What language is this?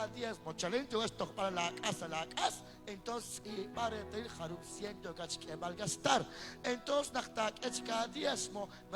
Kekchí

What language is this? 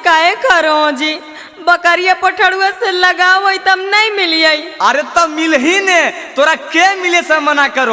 Magahi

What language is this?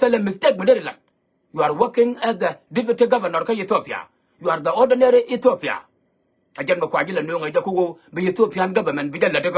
Nuer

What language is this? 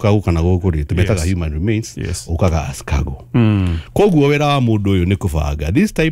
Kikuyu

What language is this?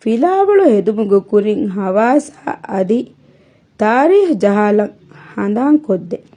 Divehi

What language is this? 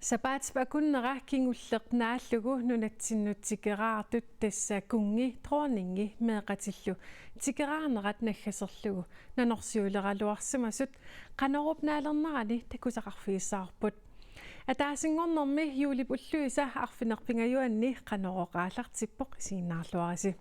Kalaallisut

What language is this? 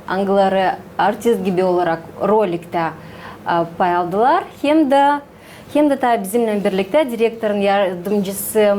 Gagauz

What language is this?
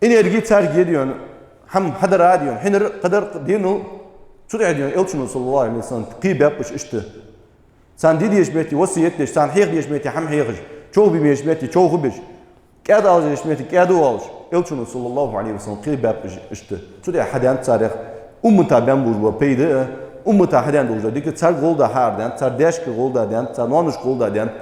Ingush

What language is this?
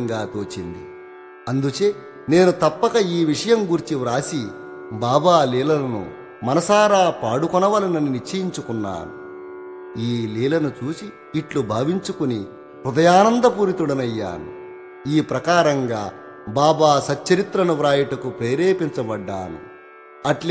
Telugu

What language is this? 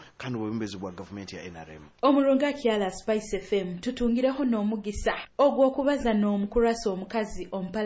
Nyoro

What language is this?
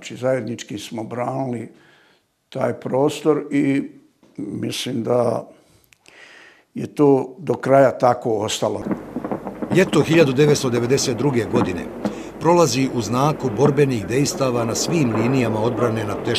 Bosnian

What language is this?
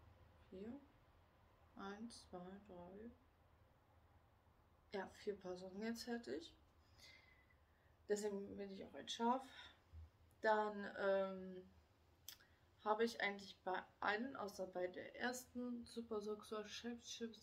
German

